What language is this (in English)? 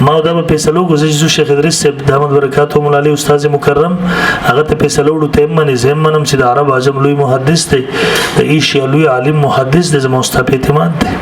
Pashto